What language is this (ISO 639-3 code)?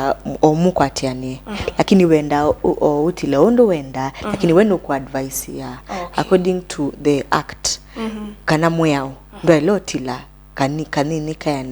kam